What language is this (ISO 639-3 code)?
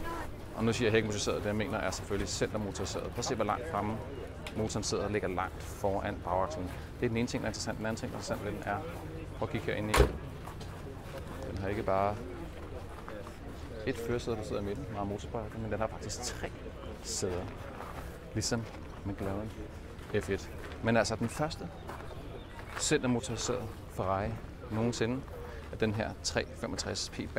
dan